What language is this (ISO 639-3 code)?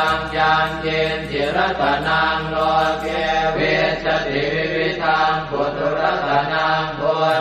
pli